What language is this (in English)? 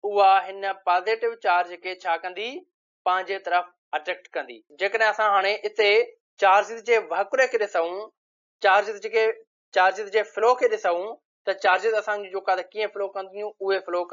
Sindhi